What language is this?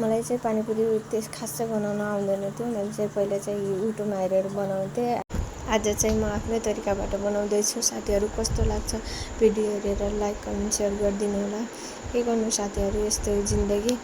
Nepali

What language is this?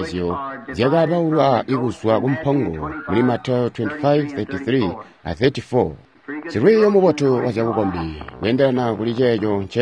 Tonga (Zambia)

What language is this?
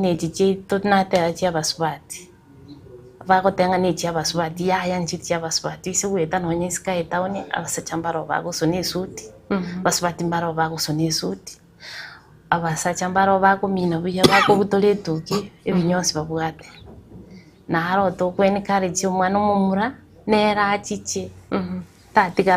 Gusii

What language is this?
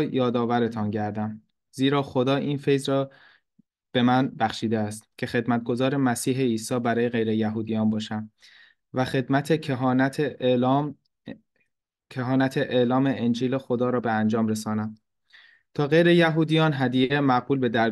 Persian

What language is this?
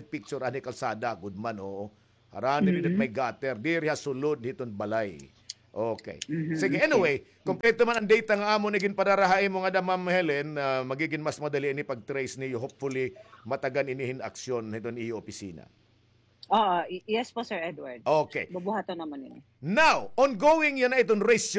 Waray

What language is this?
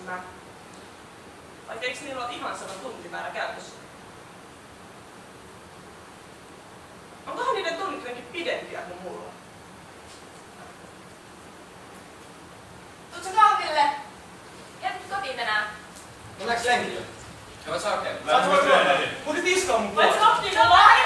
Finnish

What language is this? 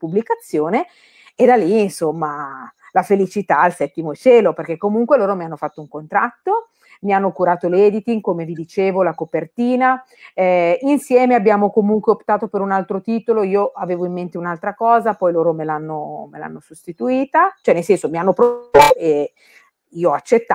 Italian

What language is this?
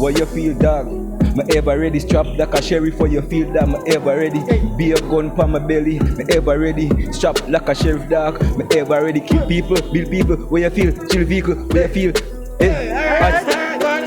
Jamaican Creole English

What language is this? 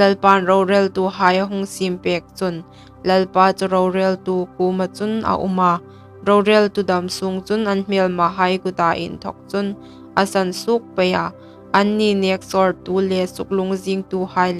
Hmar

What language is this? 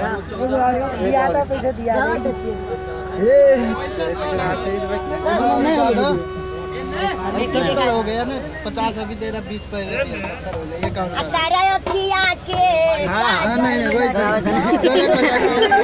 Bhojpuri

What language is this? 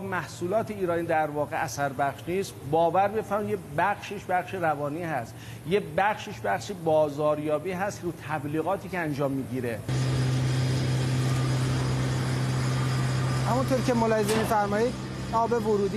Persian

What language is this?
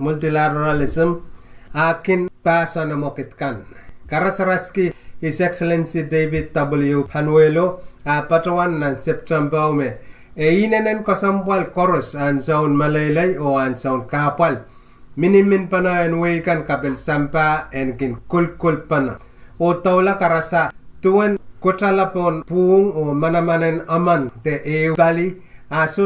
Pohnpeian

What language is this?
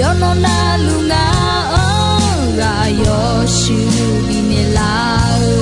Akha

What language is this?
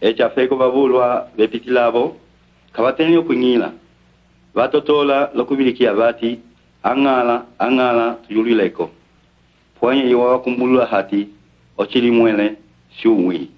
Umbundu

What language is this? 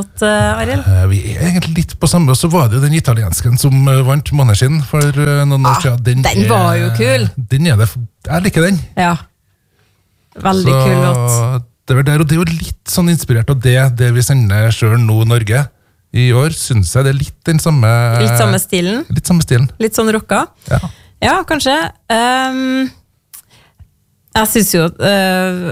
Norwegian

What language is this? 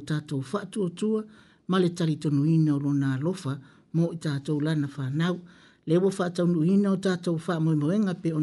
Samoan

